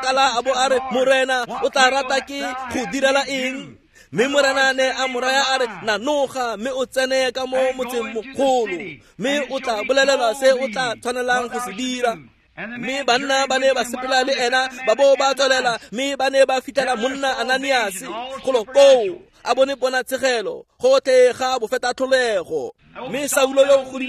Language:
Tswana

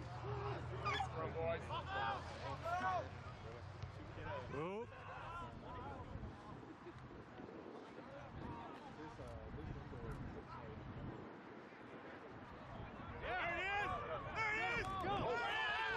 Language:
English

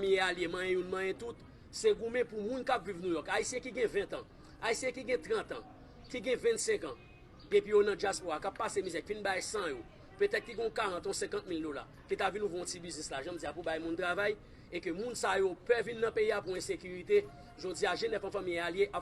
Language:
Haitian Creole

